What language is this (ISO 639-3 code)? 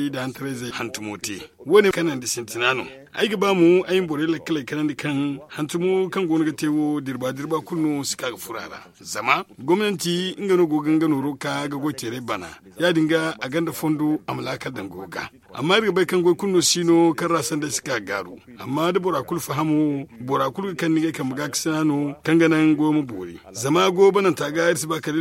dje